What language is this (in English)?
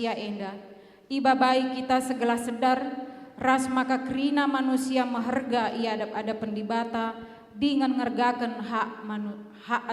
Batak Karo